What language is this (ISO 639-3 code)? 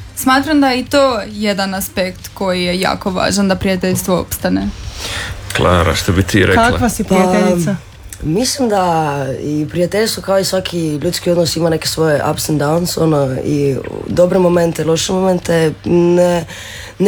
hrv